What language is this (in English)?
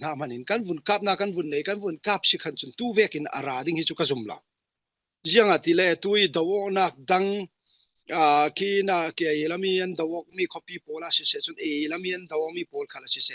Falam Chin